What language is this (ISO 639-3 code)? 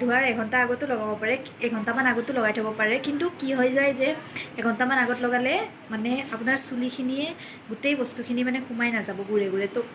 asm